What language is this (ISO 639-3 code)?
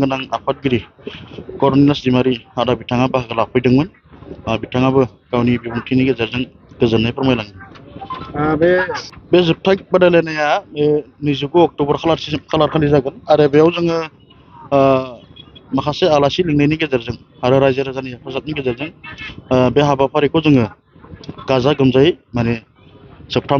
brx